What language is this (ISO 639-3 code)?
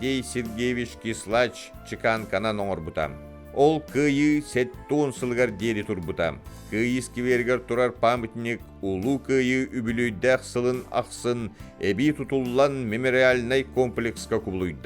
sah